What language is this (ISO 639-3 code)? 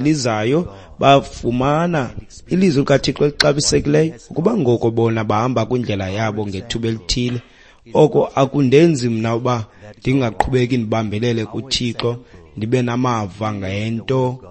xho